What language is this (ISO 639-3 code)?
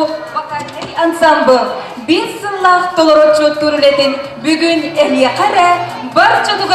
sah